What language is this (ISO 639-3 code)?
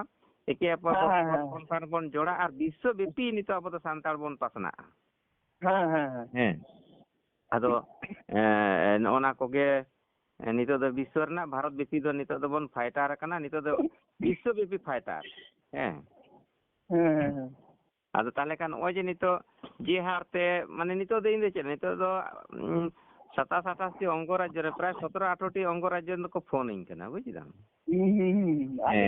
sat